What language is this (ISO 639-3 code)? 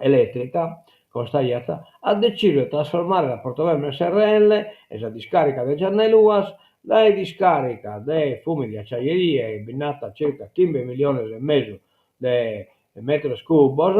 srd